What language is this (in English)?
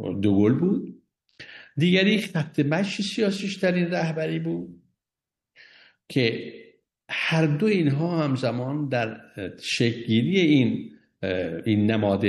Persian